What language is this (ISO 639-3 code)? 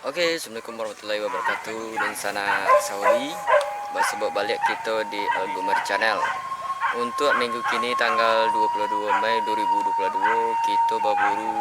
min